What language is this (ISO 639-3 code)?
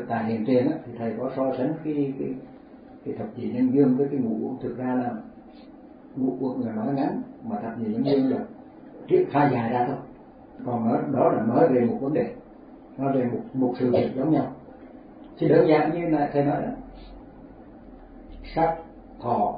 vie